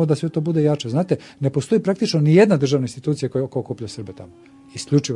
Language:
Serbian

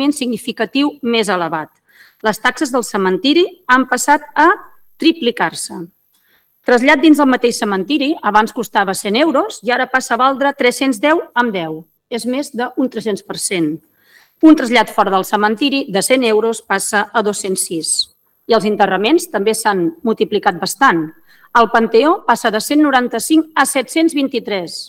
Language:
Catalan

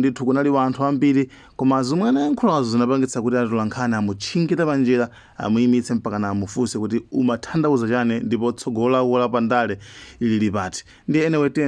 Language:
Nyanja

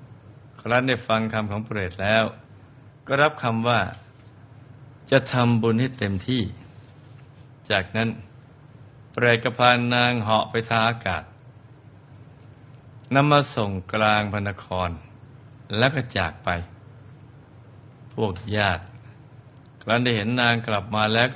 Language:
Thai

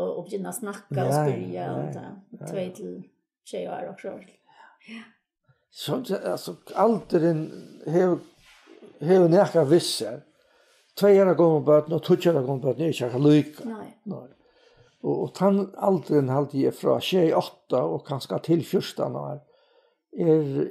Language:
Faroese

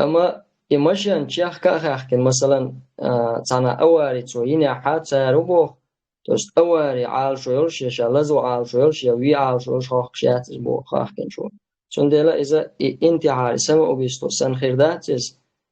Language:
Chechen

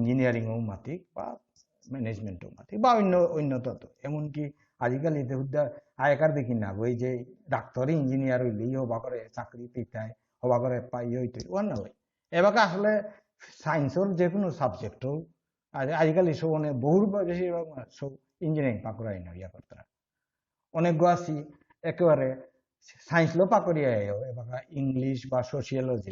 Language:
Bishnupriya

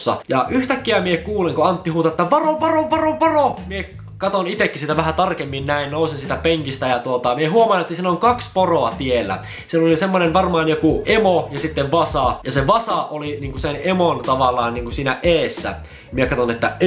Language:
Finnish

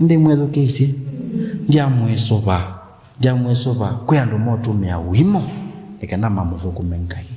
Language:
Kamba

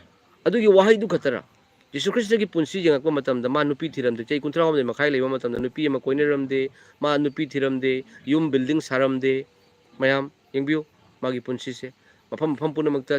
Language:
Manipuri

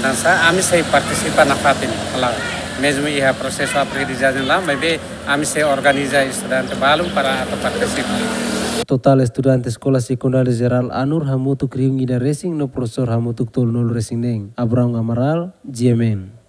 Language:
Tetum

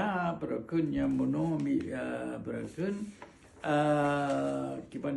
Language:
Achinese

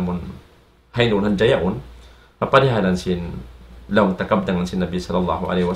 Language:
Tausug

